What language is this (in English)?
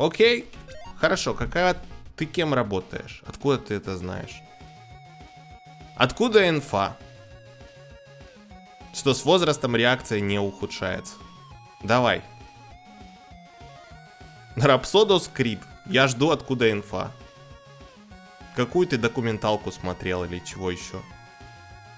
Russian